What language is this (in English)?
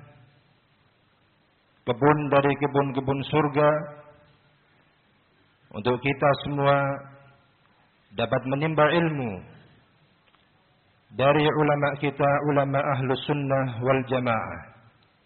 Indonesian